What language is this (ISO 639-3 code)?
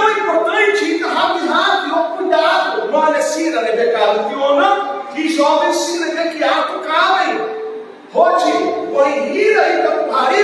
tet